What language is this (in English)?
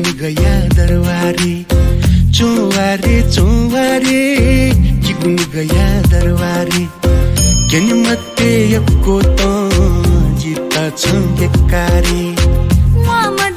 Newari